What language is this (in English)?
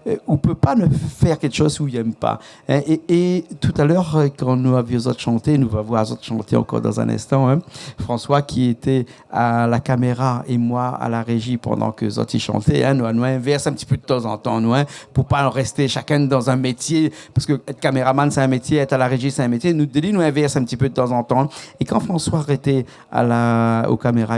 Réunion Creole French